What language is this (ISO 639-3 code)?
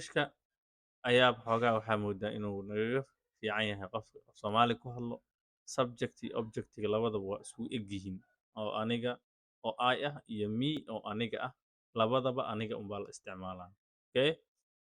som